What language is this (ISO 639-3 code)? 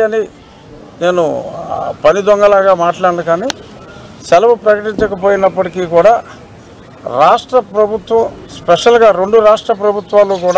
tel